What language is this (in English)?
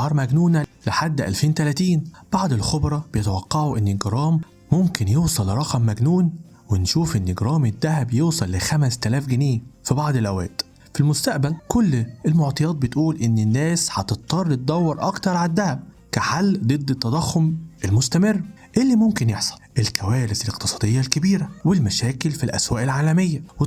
Egyptian Arabic